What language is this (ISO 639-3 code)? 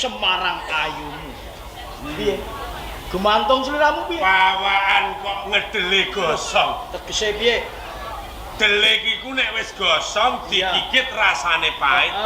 jav